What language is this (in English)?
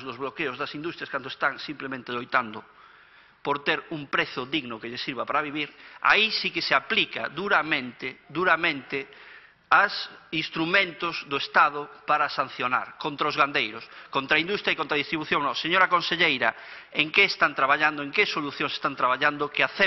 Galician